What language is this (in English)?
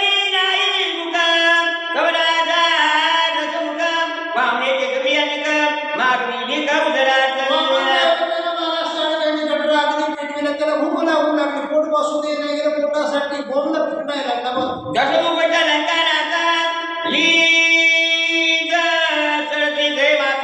Marathi